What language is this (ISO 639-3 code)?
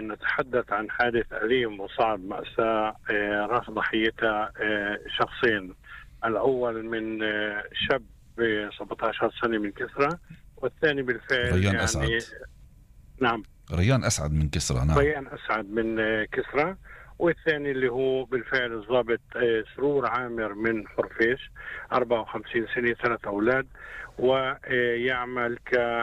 apc